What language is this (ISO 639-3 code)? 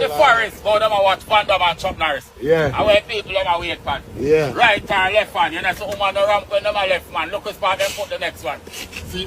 jam